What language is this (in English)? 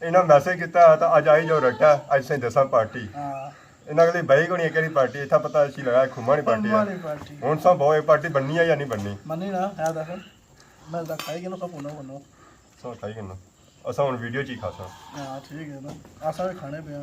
Pahari-Potwari